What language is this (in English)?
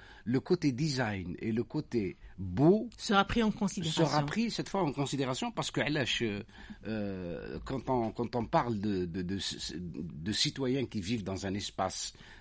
French